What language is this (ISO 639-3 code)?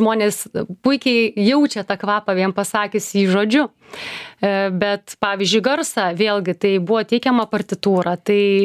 lit